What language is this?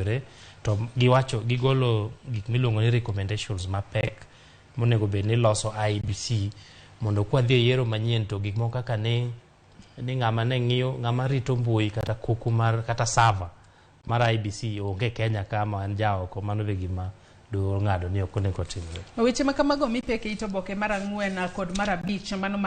Luo (Kenya and Tanzania)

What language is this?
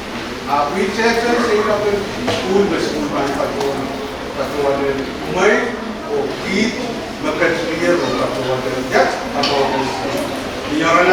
Pohnpeian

